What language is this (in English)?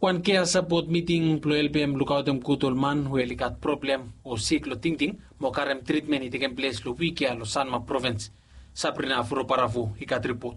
Bislama